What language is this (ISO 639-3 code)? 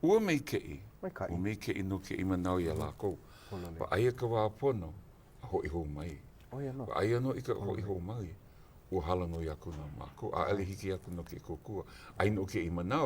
haw